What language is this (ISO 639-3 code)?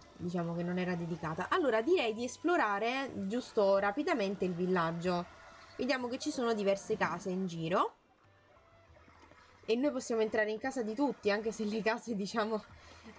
ita